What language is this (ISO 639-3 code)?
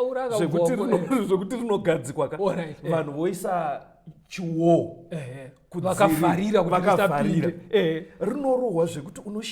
sna